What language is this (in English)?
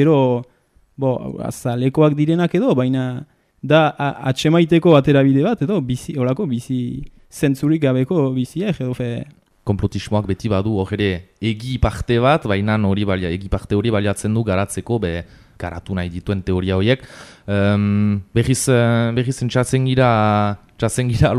Basque